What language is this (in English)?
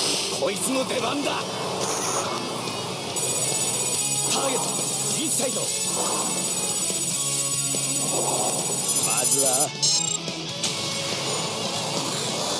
Japanese